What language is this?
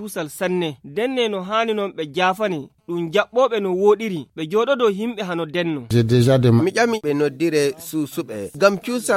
Fula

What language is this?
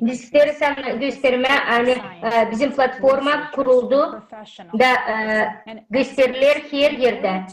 Gagauz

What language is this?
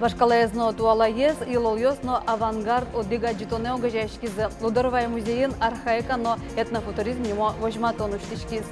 Udmurt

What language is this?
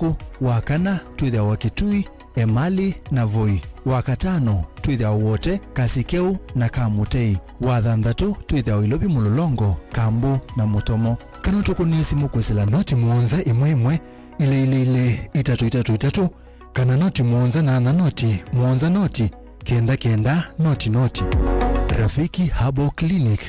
Kamba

